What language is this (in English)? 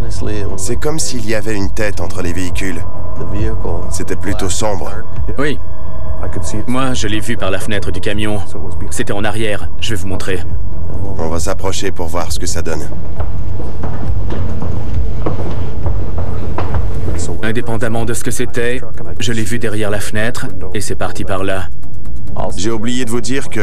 French